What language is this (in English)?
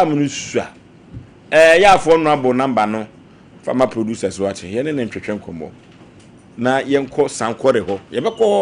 Akan